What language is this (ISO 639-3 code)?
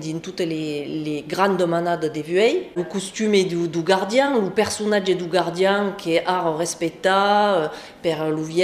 oci